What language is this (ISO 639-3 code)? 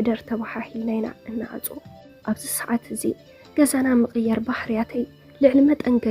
tir